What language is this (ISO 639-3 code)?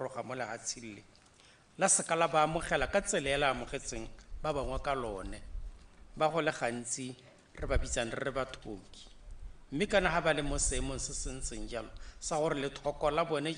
tsn